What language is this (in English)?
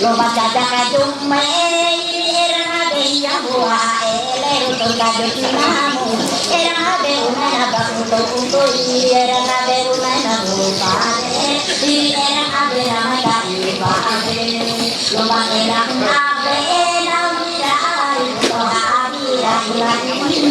Ma'anyan